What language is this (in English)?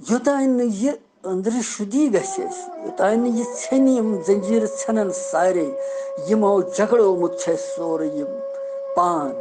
Kashmiri